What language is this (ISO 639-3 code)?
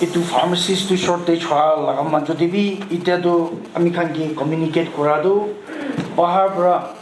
nag